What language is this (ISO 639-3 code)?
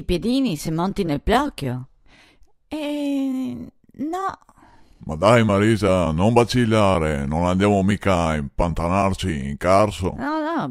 vec